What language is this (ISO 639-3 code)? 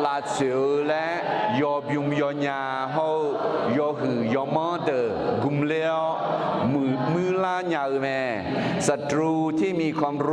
ahk